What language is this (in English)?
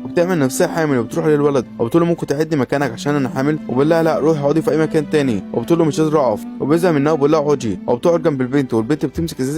Egyptian Arabic